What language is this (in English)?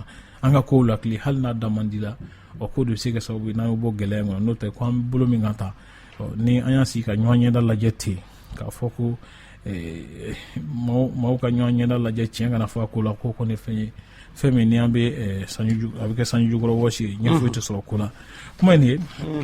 Bambara